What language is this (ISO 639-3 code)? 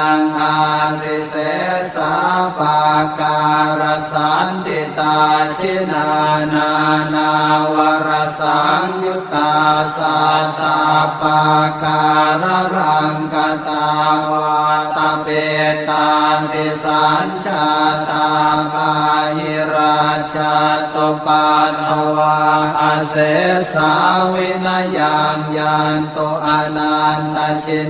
pli